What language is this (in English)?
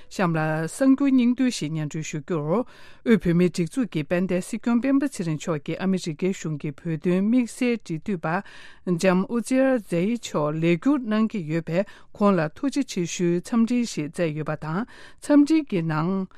Tibetan